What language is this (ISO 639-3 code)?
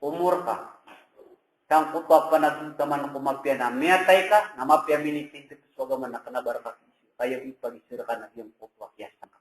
mrw